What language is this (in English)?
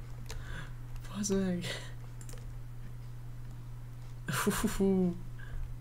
Hungarian